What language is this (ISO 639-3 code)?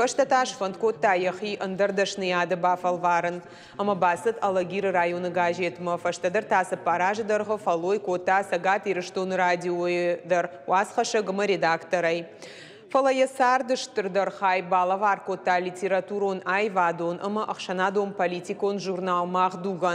oss